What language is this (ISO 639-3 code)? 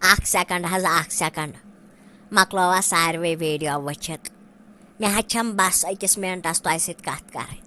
kas